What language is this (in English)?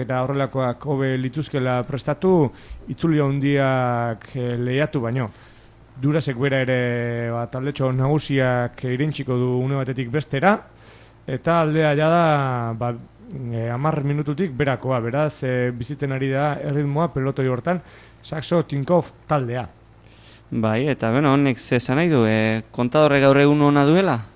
Basque